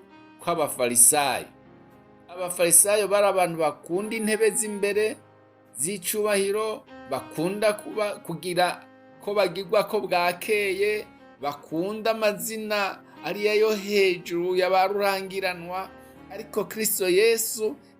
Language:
Rundi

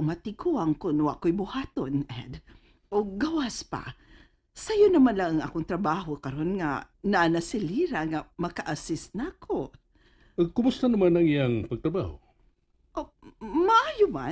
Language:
Cebuano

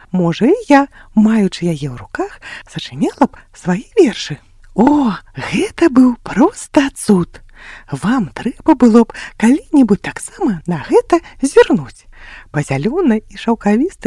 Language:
Belarusian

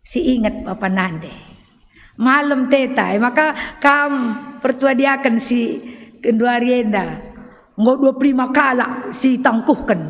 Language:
Batak Karo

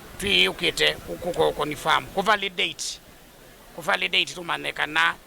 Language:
Kamba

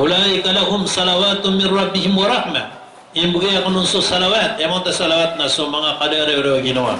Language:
Maranao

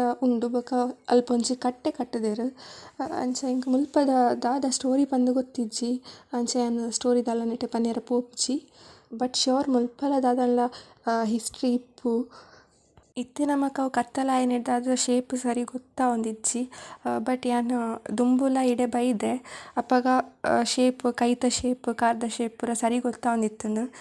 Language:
Tulu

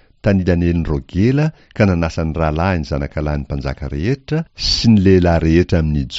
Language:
Malagasy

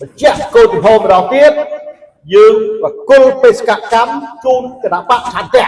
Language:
Khmer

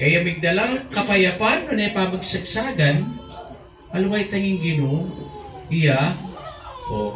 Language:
Pampanga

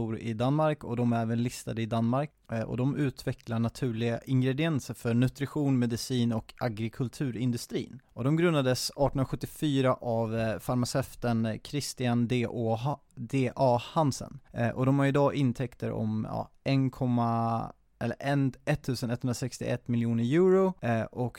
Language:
Swedish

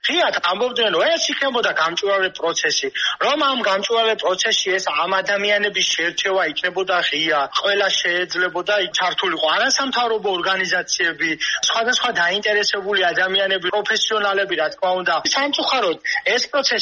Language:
Georgian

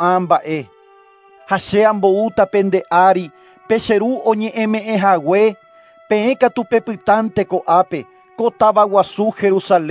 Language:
Guarani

